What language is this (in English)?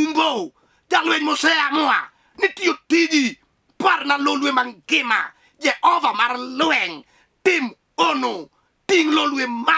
Luo (Kenya and Tanzania)